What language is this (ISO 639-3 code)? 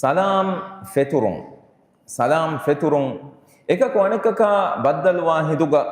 div